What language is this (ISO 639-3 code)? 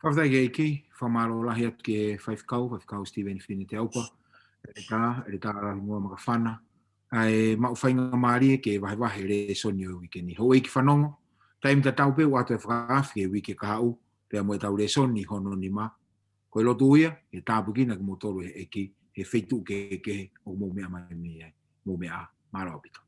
ton